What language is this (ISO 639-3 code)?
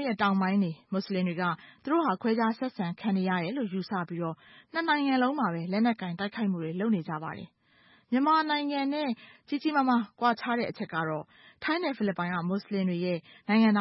mya